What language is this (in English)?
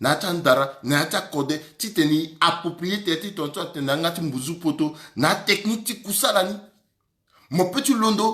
Sango